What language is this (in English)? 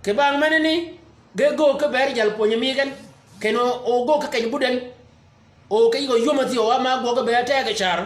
Shilluk